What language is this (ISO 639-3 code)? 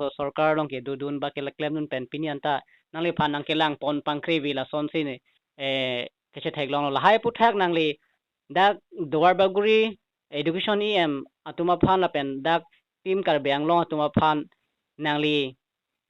mjw